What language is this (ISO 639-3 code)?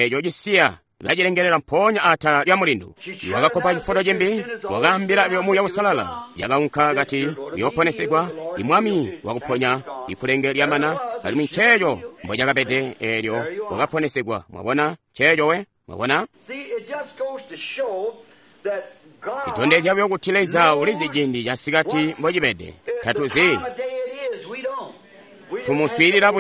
toi